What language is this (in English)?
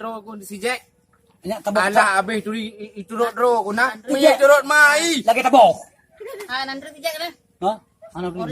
Achinese